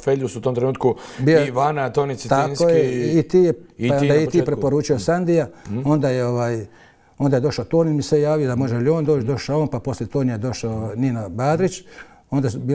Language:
Croatian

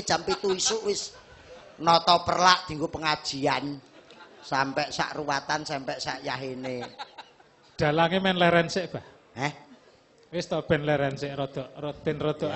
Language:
Javanese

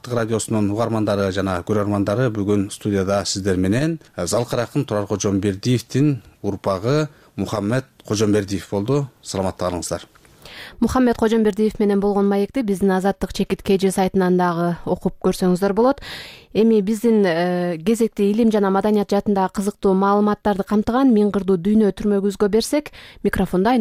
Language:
Kyrgyz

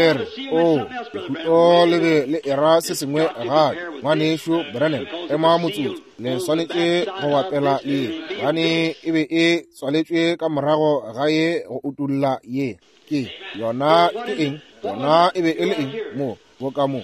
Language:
Northern Sotho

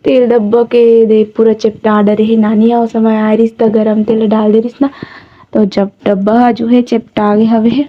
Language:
Chhattisgarhi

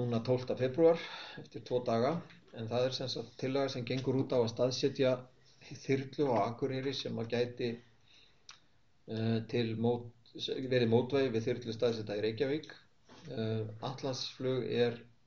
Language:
Icelandic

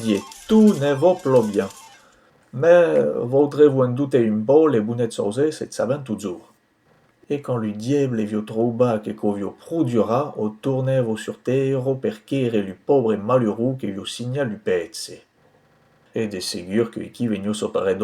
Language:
Occitan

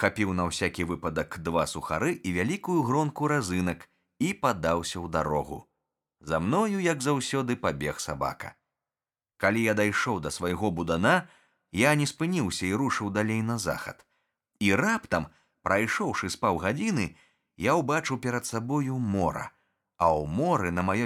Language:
Belarusian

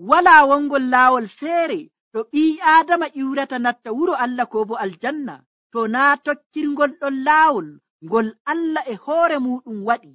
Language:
Nigerian Fulfulde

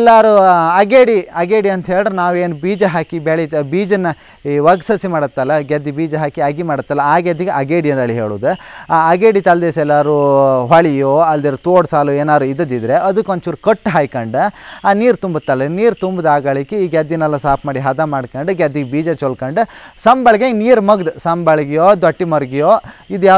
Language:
Kannada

